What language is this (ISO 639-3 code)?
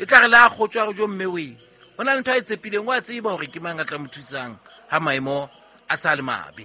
sot